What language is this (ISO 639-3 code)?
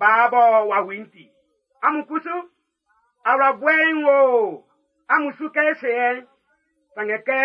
bci